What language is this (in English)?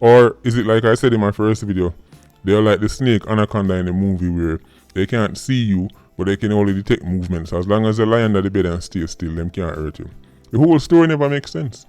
Jamaican Creole English